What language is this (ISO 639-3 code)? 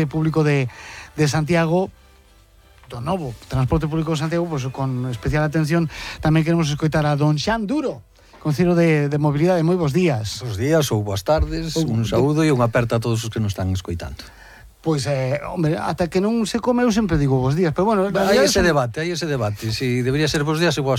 glg